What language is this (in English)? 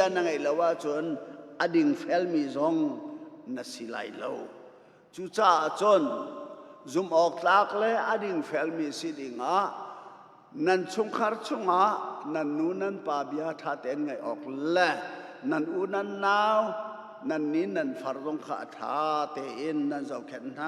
Hakha Chin